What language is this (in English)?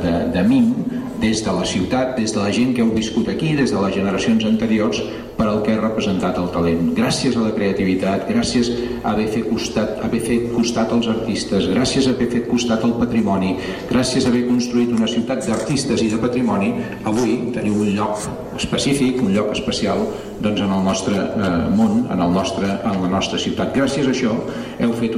Catalan